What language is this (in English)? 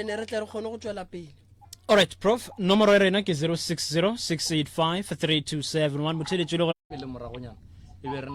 Northern Sotho